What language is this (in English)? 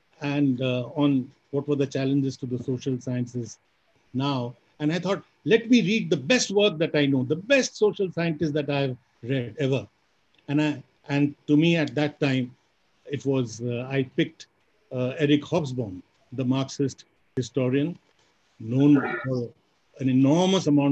English